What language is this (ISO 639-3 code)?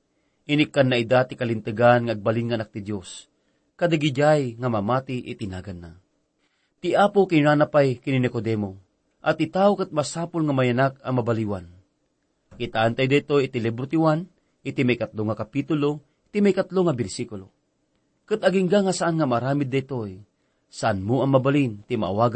ilo